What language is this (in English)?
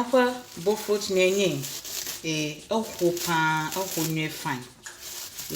Ewe